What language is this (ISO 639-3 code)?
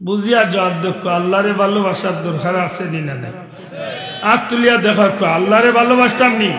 syl